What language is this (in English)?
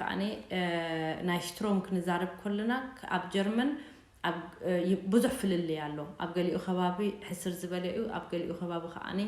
Tigrinya